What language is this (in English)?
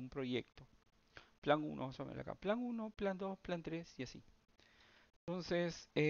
Spanish